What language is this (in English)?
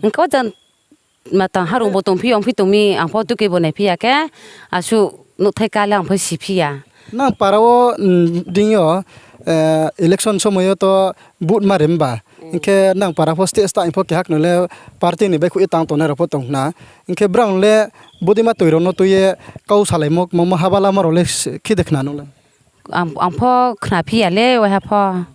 Riang (India)